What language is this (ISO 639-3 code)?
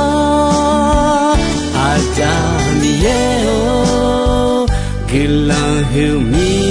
ahk